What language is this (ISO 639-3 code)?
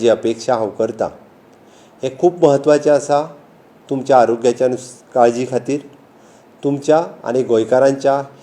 kok